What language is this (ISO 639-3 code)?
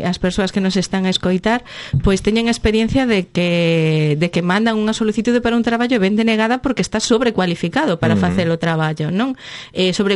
glg